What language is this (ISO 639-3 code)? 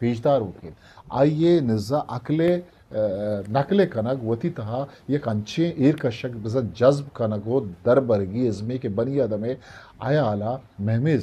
bal